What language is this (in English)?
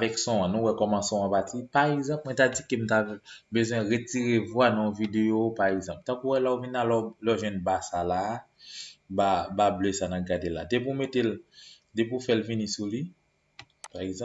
Haitian Creole